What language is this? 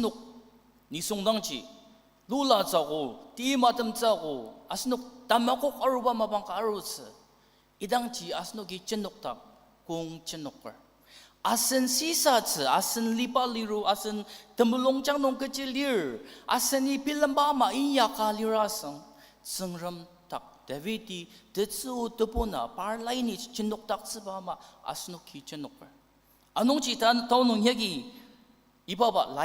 Ao Naga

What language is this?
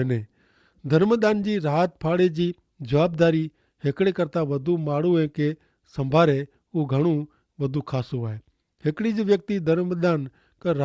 Kachhi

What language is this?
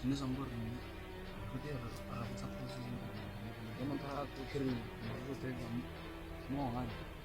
Venda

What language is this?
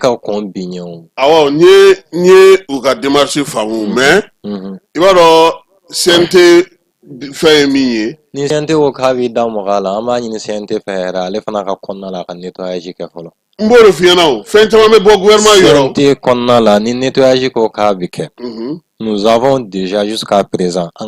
Bambara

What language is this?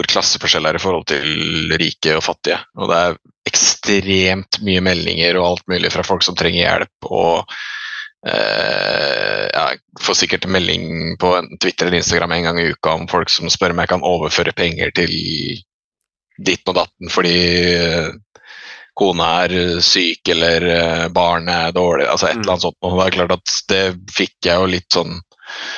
Norwegian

